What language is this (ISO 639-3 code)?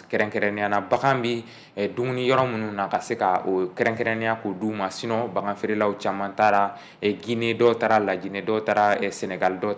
bam